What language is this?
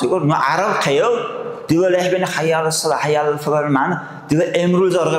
Dargwa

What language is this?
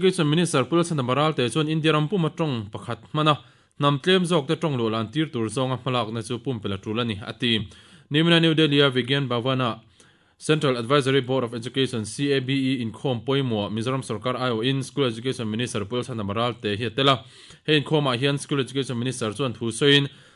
Mizo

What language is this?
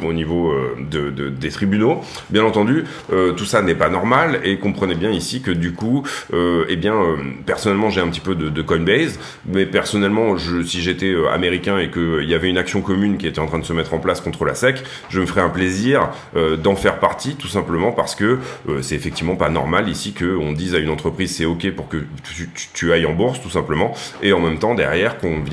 French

